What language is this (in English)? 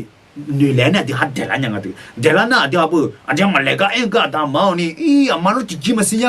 Akha